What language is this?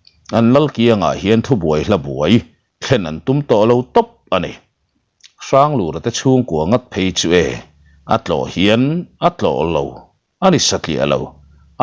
Mizo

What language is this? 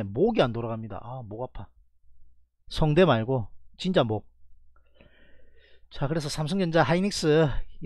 Korean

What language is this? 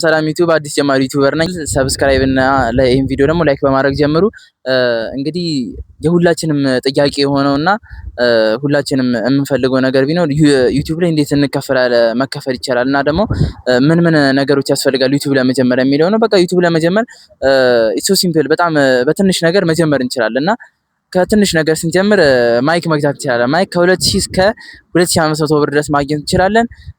Amharic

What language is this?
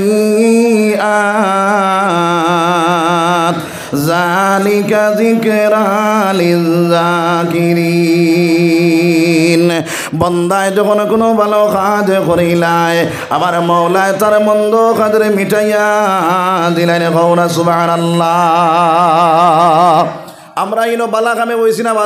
Sylheti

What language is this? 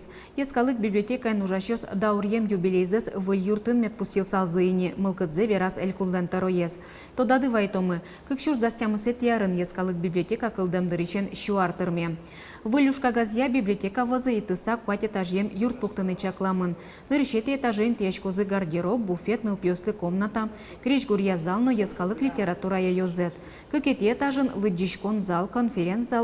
Udmurt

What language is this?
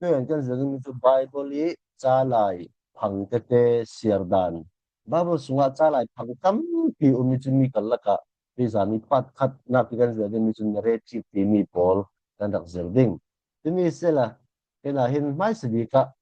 Falam Chin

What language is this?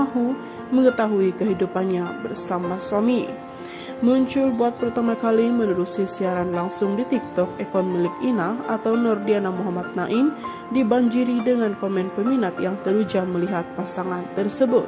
Malay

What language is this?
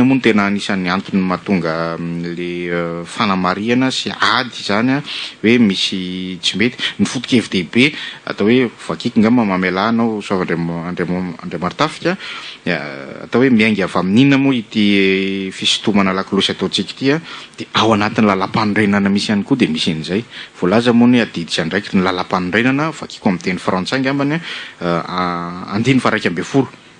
Malagasy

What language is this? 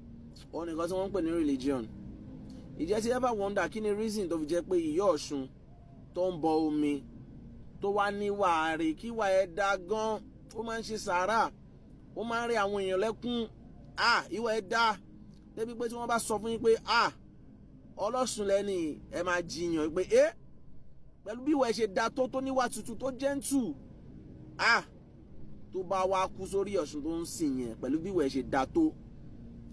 Yoruba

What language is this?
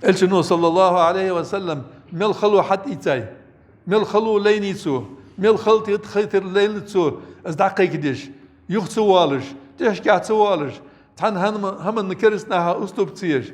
Ingush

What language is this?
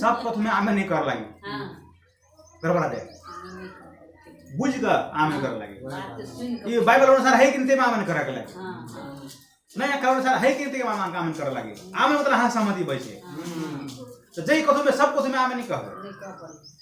Maithili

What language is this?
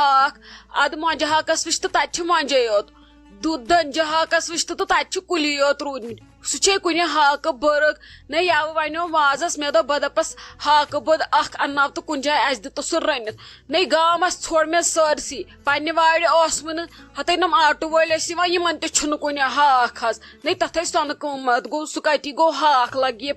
Kashmiri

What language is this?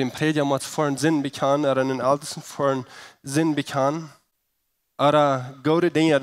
Plautdietsch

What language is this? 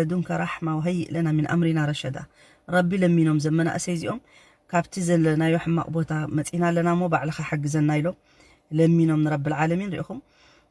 Tigrinya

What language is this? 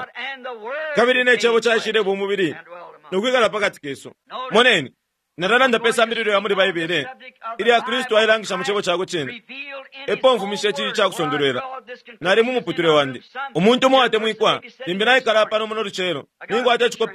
Bemba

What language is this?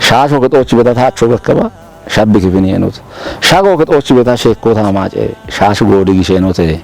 Kafa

